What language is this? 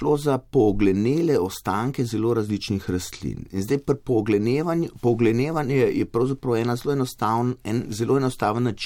Slovenian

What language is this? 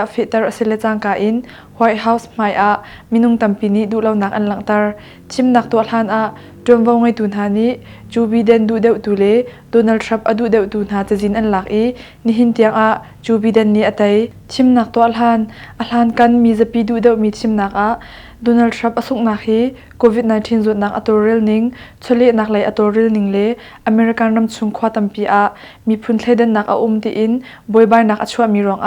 Hakha Chin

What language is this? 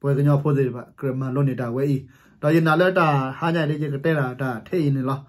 S'gaw Karen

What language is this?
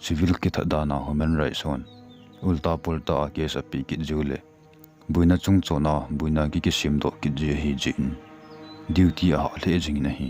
Thado Chin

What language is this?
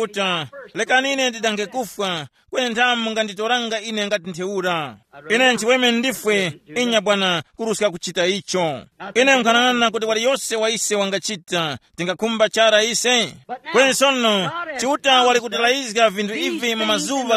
Tumbuka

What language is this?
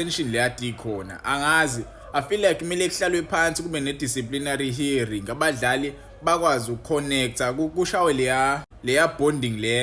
Zulu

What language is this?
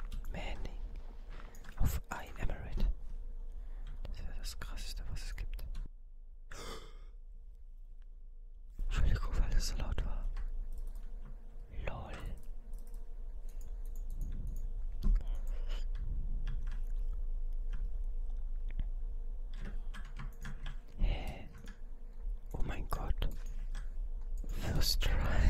German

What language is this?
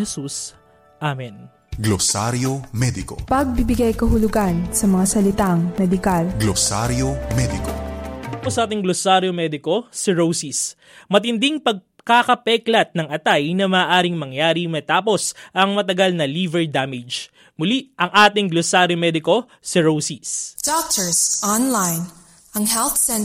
Filipino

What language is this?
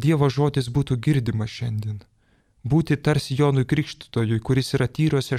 Lithuanian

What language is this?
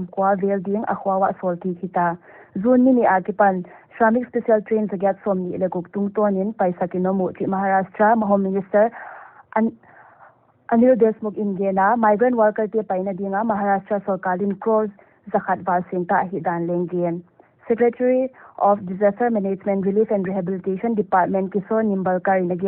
Paite Chin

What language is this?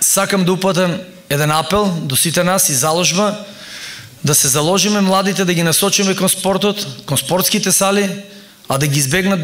Macedonian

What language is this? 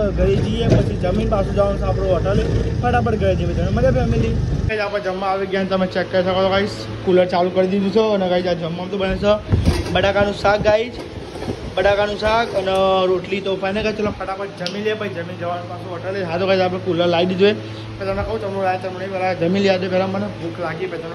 Gujarati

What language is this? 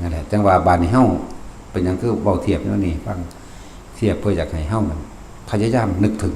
Northeastern Thai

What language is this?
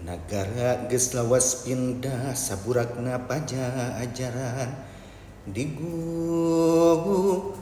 Sundanese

